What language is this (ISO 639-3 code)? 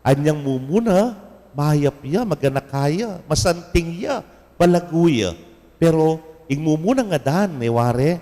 pam